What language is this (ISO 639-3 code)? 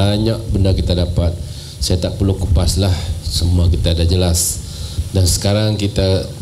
msa